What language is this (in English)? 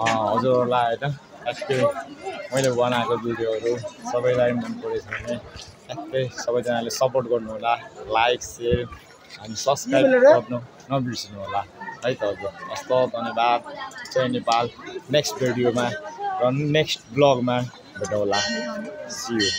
Nepali